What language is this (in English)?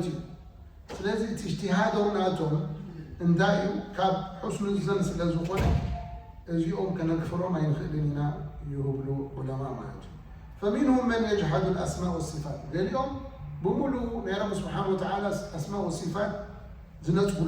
Tigrinya